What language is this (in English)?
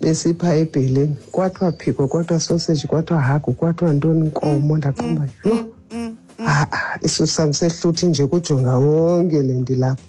Xhosa